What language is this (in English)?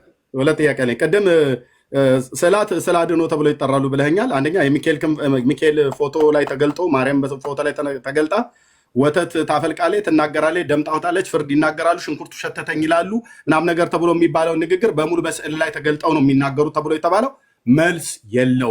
Amharic